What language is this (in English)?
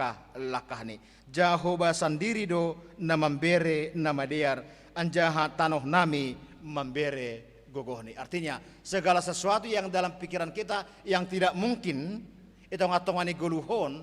Batak Simalungun